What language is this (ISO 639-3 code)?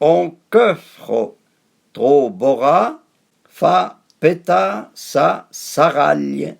frp